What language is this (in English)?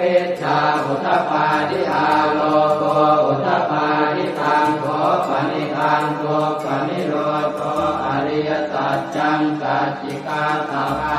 Pali